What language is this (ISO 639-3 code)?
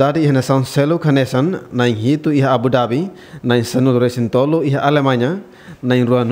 tet